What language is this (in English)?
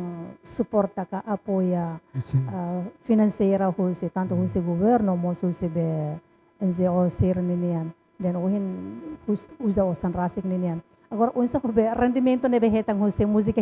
Tetum